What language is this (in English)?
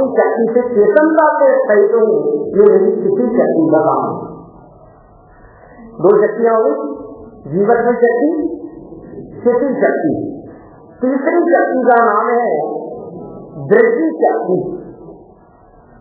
Hindi